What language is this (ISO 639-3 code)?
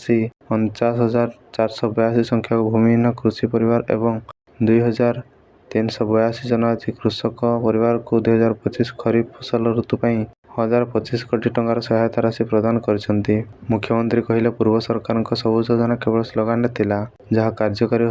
ori